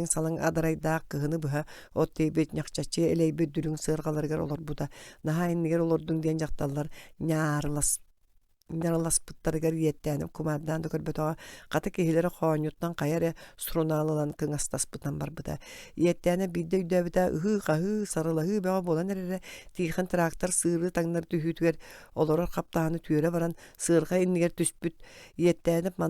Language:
Yakut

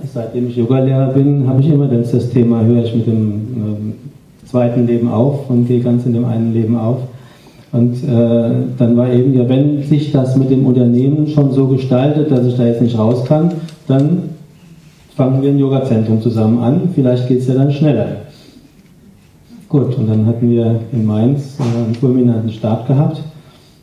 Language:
German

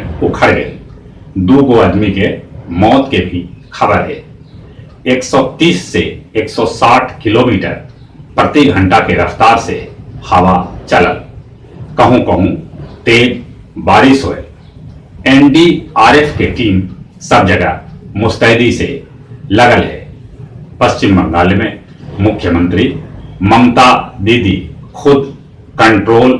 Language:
Magahi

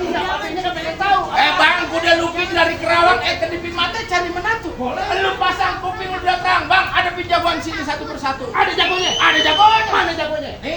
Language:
Betawi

